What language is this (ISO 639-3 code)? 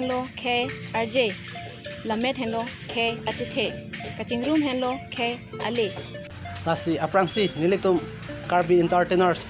mjw